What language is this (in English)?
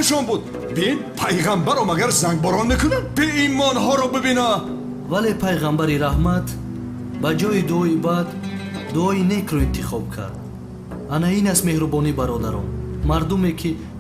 Tajik